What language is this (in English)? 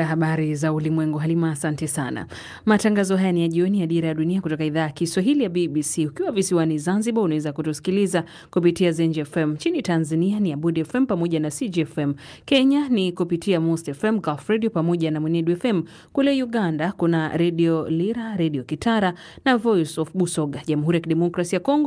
Swahili